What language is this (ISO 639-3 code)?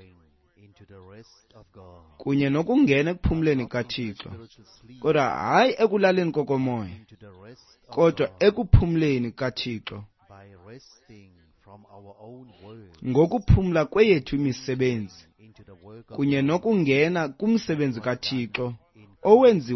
xho